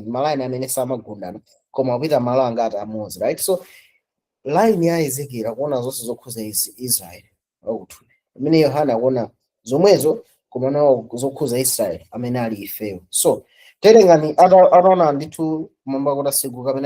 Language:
Nyanja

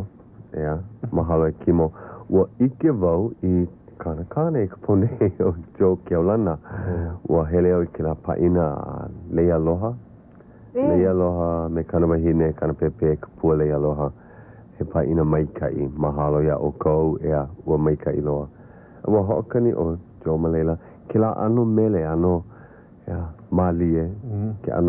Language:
Hawaiian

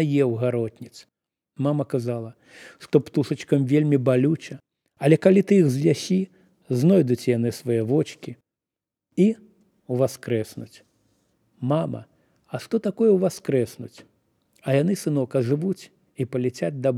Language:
Belarusian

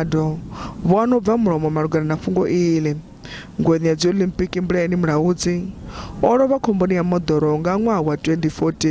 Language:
Venda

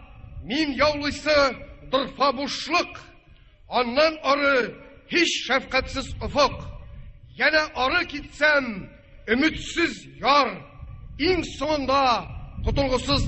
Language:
Tatar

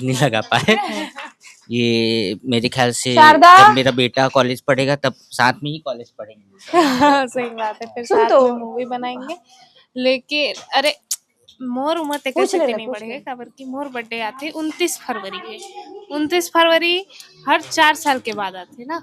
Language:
Chhattisgarhi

